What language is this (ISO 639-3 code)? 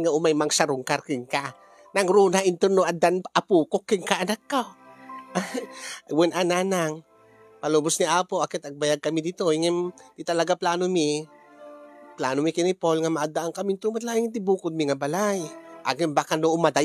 ilo